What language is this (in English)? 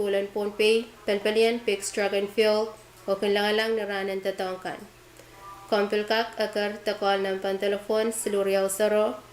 Pohnpeian